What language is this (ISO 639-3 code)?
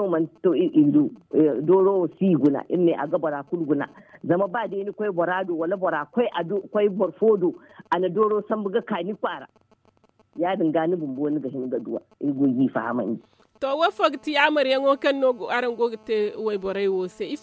dje